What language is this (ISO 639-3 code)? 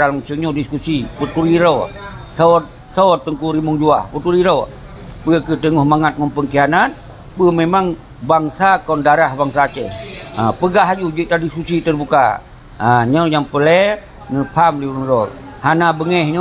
ace